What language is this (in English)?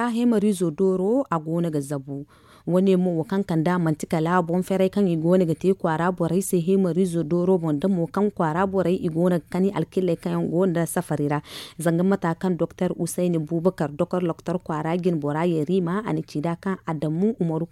Zarma